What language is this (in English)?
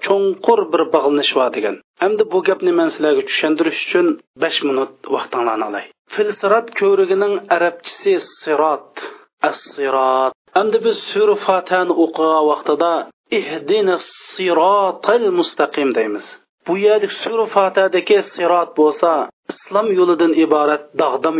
Uyghur